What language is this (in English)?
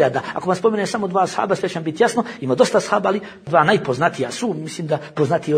Bosnian